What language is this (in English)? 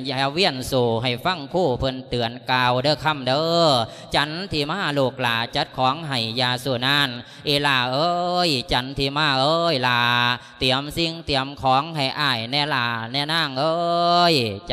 Lao